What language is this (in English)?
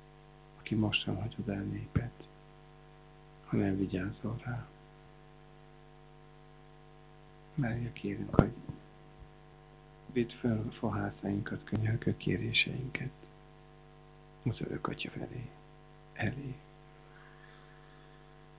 Hungarian